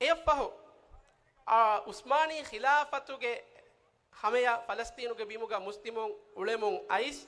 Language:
Divehi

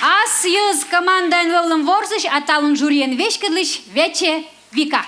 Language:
Komi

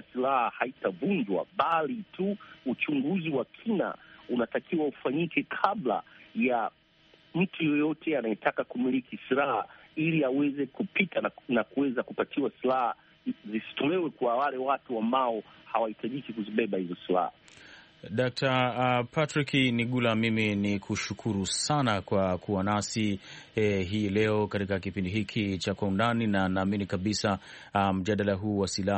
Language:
Swahili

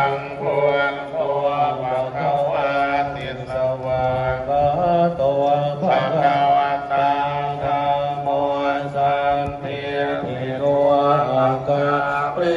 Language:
Pali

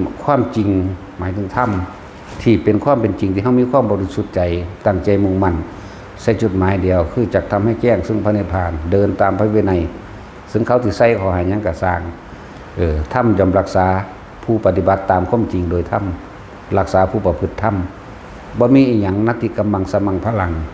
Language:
Northeastern Thai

